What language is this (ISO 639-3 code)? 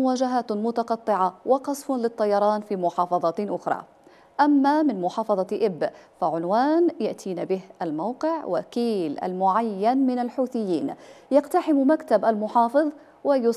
ara